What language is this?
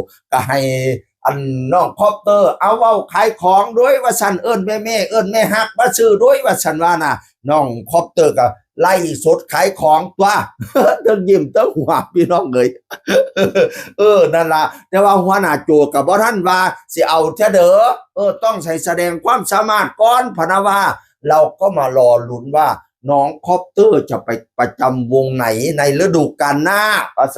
Northeastern Thai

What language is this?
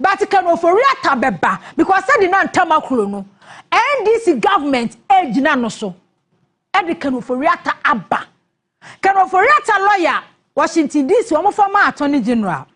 Akan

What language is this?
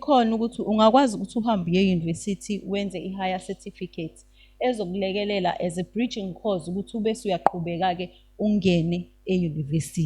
Zulu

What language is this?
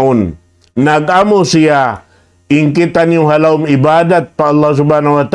Tausug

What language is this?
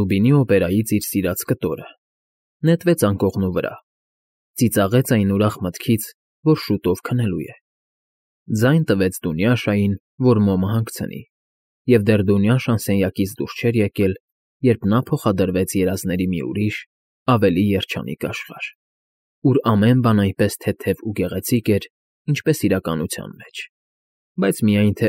Armenian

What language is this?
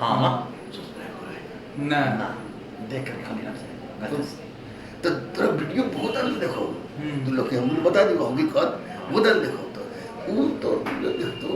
Magahi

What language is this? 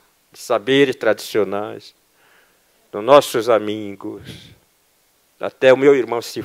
Portuguese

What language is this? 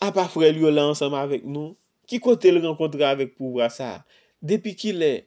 Haitian Creole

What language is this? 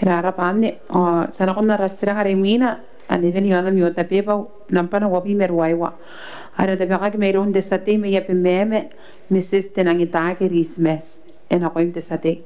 Gilbertese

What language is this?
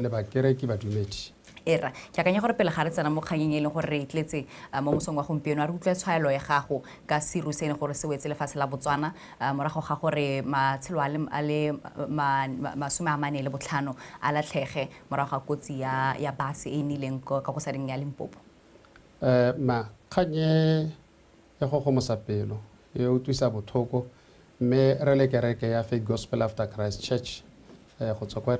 Tswana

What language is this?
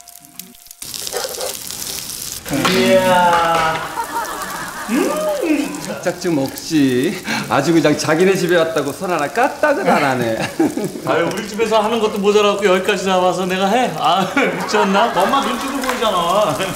Korean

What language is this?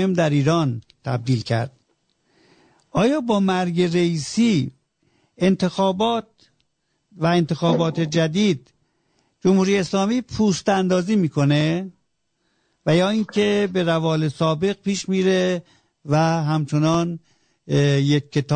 Persian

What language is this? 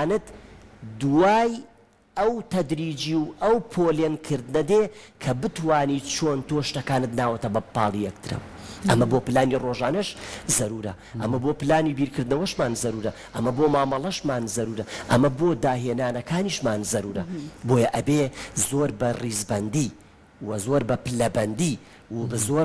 Central Kurdish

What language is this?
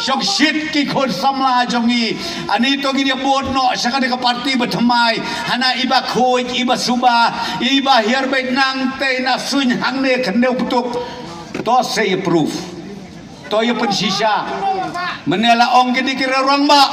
Khasi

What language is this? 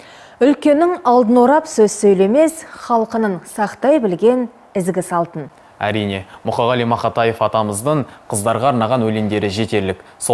Kazakh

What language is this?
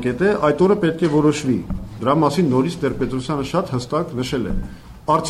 Armenian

